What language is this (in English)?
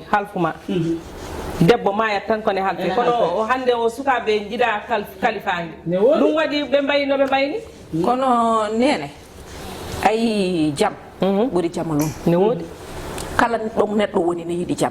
Fula